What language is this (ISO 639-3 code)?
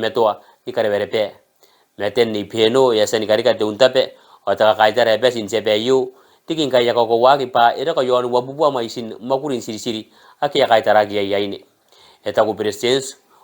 gil